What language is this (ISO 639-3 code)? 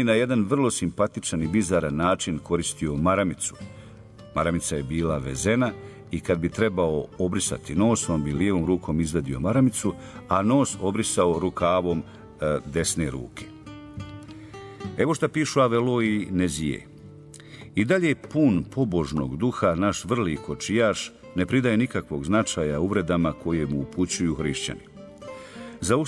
bos